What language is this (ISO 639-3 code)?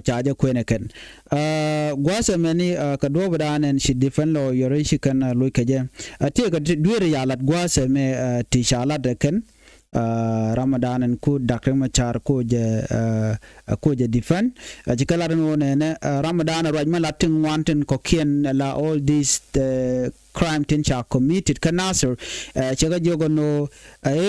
nus